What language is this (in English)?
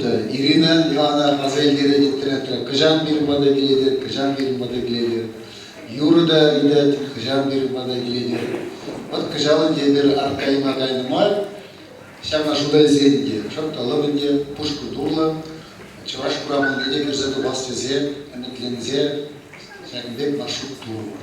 Chuvash